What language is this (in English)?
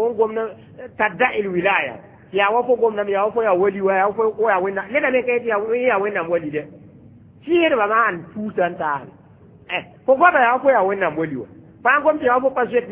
Mossi